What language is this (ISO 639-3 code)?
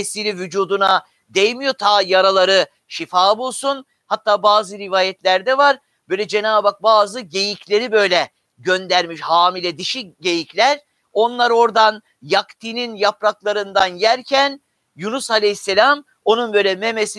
tur